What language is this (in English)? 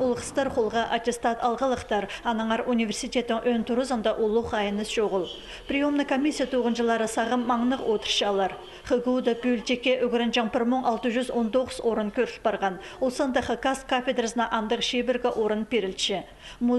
Khakas